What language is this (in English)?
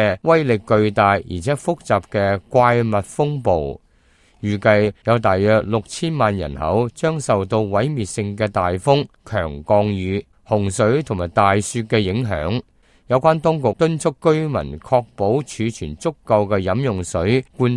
Cantonese